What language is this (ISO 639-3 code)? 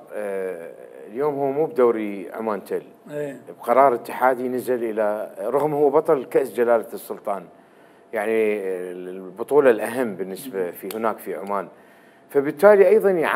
acm